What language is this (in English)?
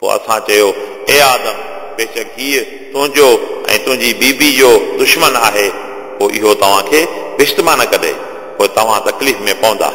Sindhi